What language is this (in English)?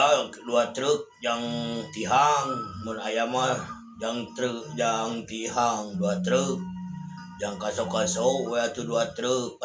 Sundanese